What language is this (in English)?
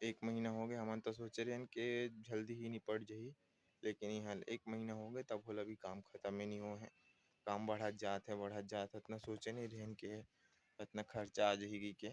Chhattisgarhi